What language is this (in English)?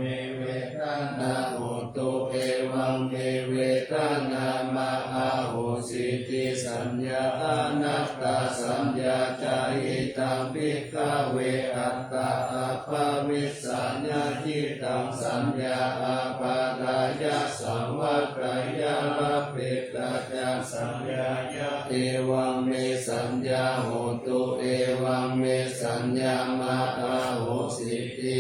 Pali